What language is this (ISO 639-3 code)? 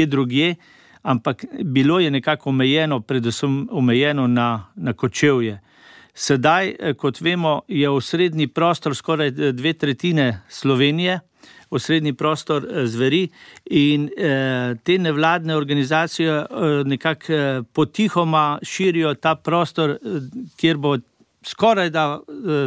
slv